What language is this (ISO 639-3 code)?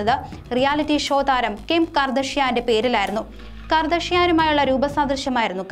mal